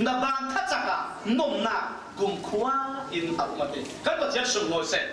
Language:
Falam Chin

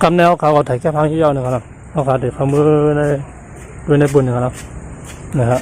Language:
Shan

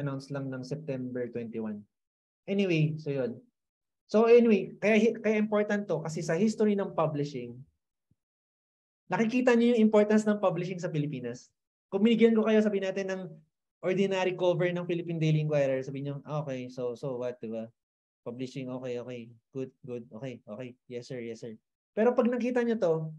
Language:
Filipino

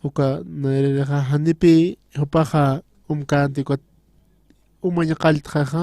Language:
Aymara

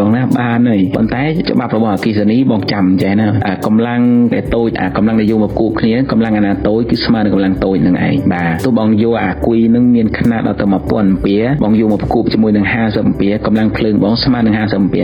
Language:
Khmer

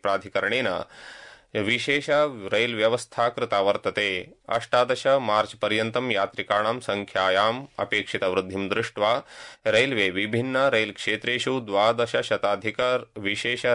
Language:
Sanskrit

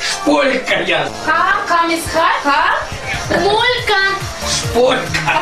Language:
Chuvash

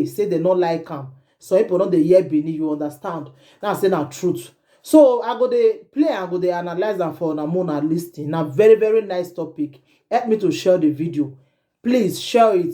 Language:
Nigerian Pidgin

